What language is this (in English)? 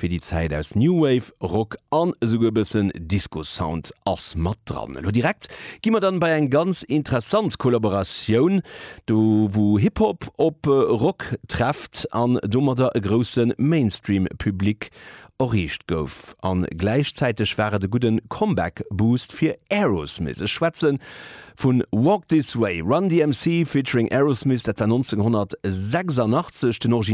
Luxembourgish